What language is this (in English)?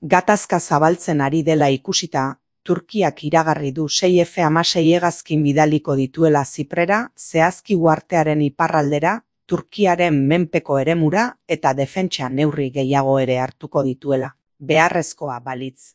Basque